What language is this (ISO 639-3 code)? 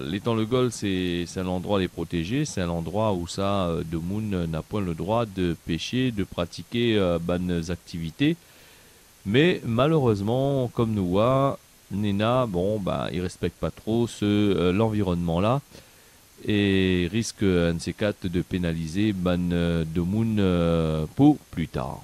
rcf